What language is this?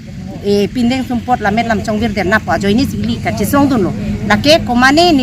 Karbi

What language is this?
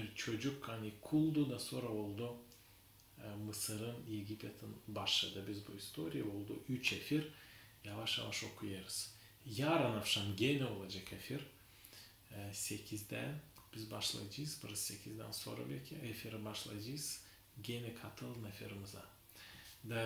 Gagauz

